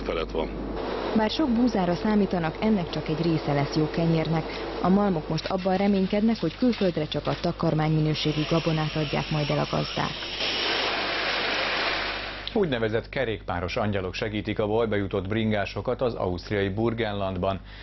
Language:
Hungarian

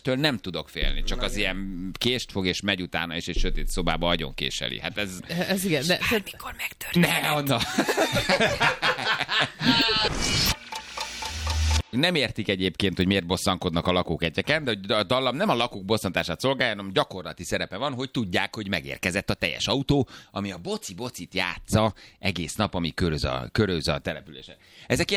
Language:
Hungarian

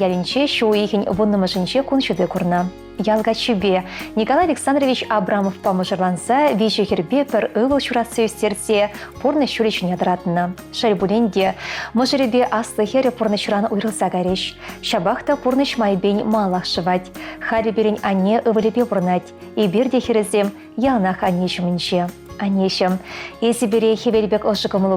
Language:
Chuvash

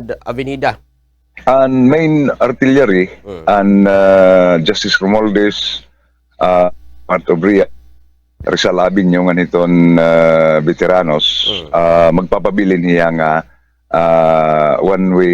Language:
Waray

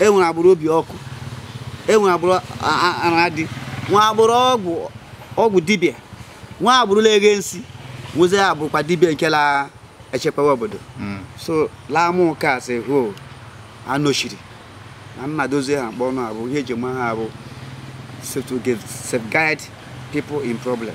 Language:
Igbo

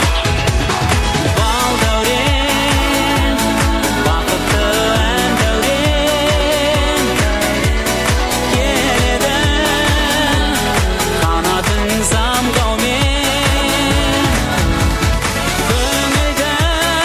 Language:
Kazakh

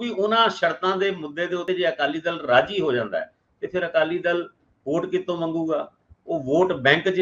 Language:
Punjabi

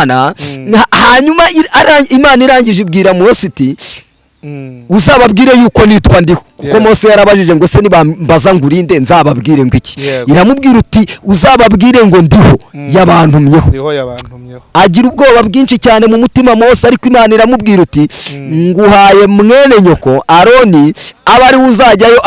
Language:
Kinyarwanda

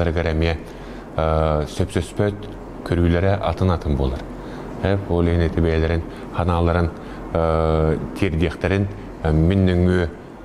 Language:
Yakut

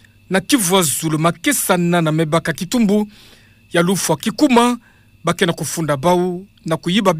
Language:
Kituba (Democratic Republic of Congo)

